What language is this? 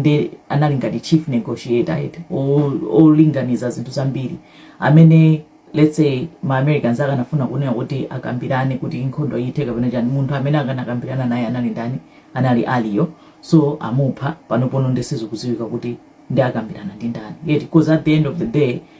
Nyanja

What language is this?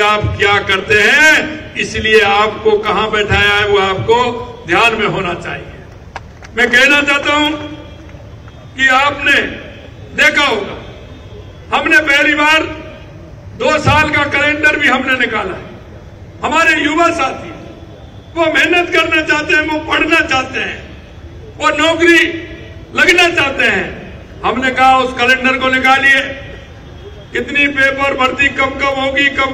Hindi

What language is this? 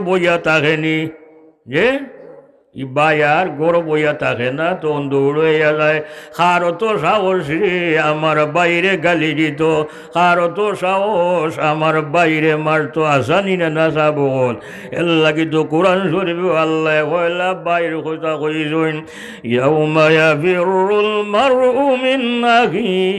Sylheti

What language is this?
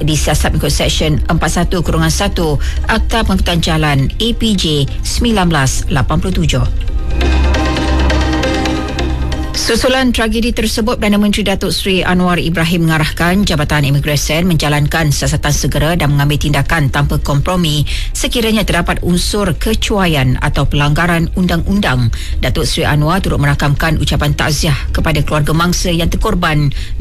Malay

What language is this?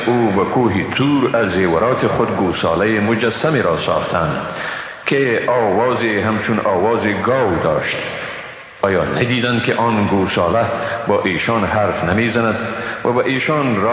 Persian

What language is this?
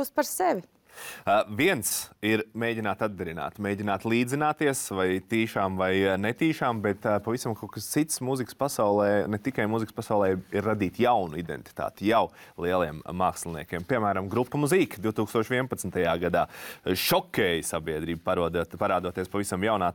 Latvian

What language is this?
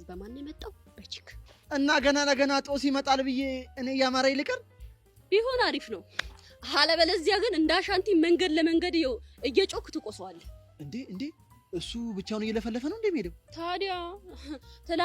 Amharic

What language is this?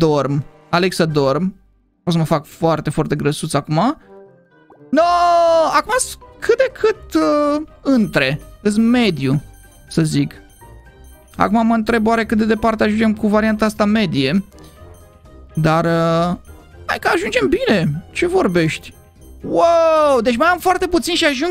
Romanian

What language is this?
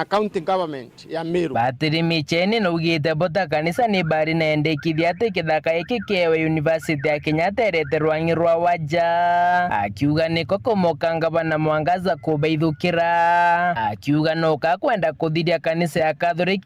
Meru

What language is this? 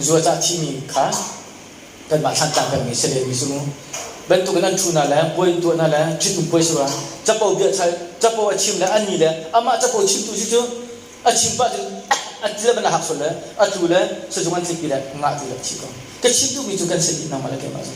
Hakha Chin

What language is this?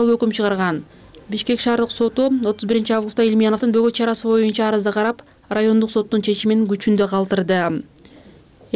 Kyrgyz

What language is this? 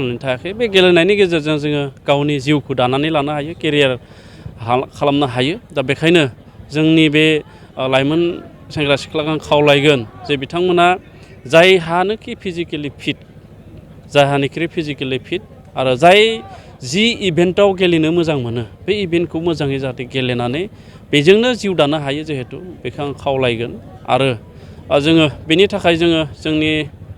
Bodo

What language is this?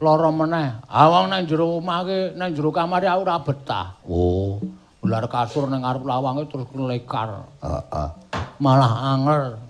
Javanese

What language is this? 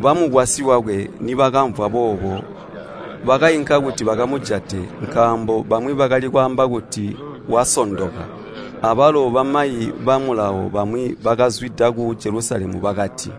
Tonga (Zambia)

